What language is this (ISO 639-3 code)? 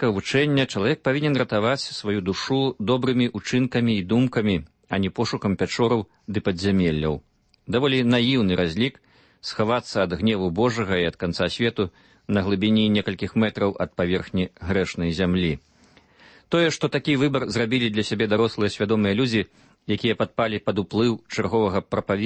bel